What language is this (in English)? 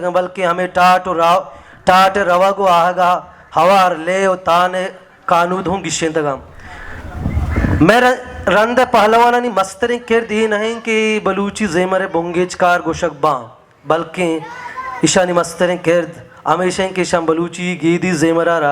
Baluchi